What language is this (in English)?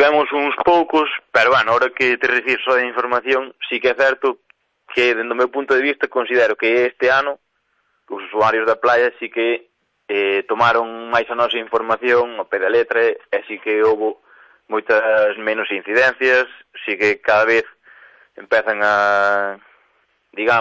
Galician